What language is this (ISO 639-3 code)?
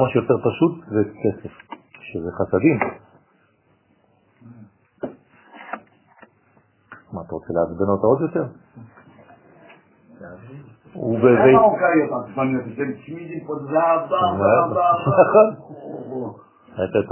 heb